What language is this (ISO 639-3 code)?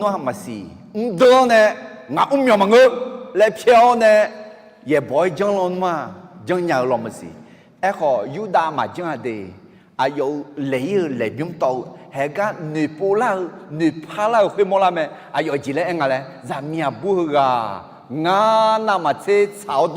ahk